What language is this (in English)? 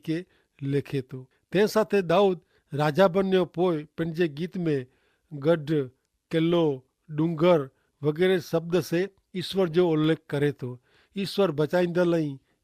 Kachhi